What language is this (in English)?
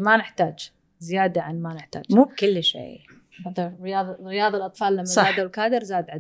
Gulf Arabic